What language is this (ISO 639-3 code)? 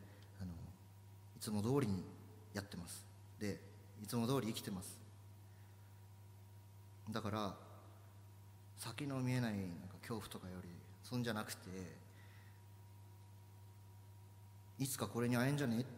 jpn